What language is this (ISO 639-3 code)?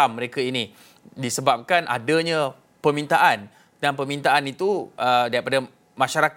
msa